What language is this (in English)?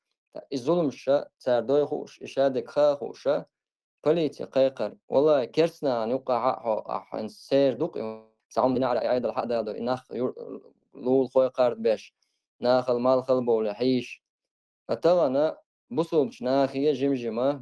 Chechen